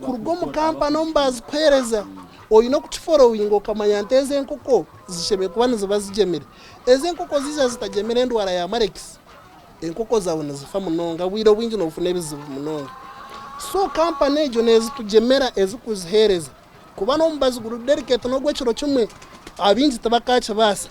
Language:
Nyankole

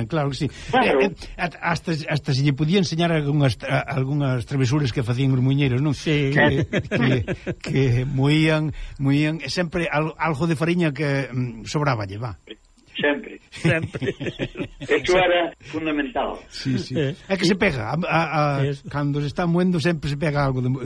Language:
Galician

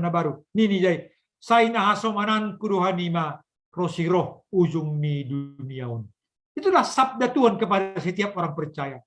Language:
Batak Simalungun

